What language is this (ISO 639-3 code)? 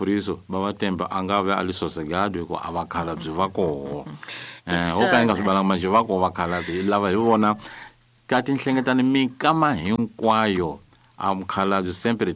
tso